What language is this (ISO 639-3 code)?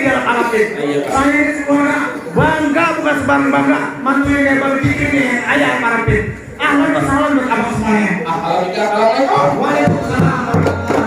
bew